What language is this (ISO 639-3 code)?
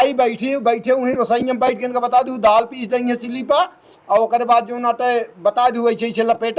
awa